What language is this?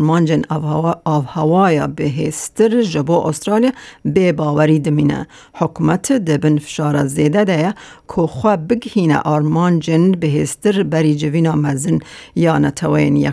Kurdish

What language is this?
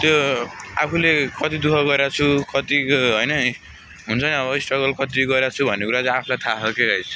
Nepali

